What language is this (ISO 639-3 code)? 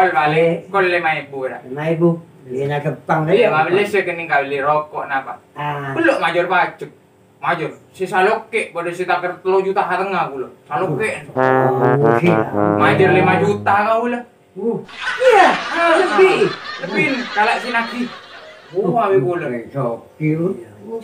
mad